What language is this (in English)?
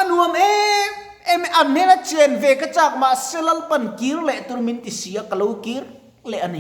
Mizo